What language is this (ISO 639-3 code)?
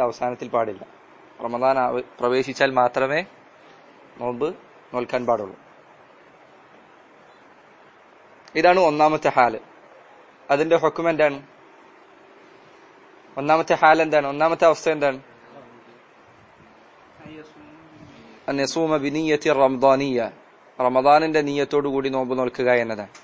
mal